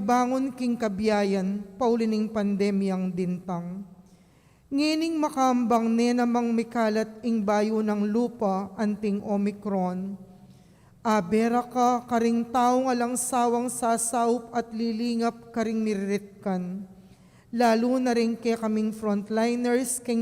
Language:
Pampanga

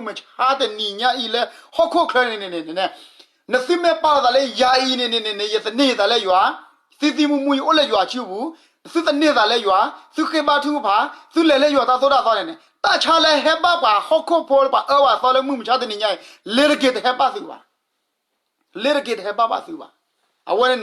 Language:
S'gaw Karen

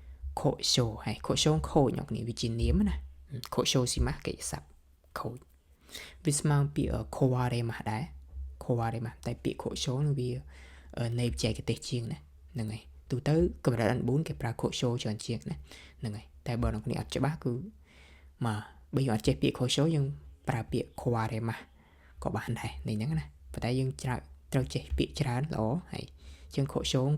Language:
Khmer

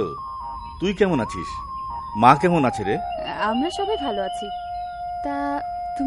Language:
Bangla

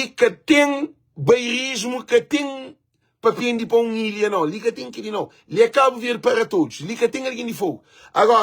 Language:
Kabuverdianu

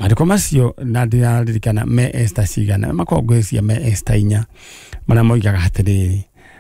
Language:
Kikuyu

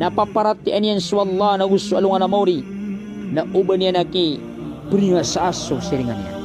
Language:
Maranao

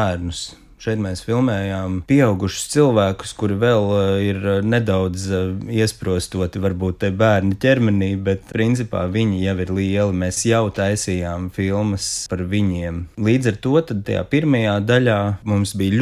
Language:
Latvian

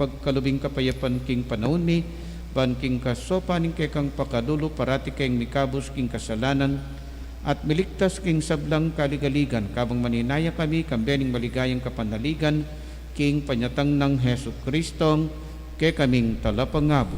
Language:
Pampanga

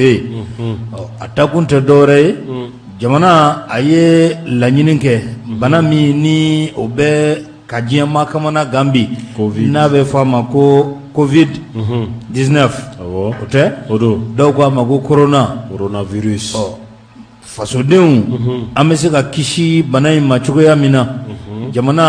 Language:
Bambara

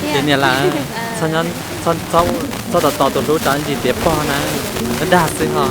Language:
Hmong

